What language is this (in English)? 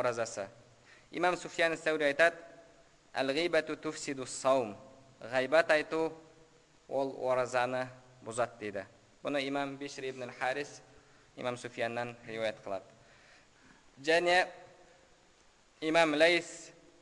Kazakh